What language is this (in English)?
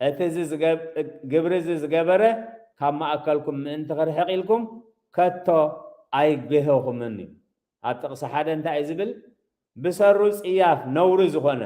Tigrinya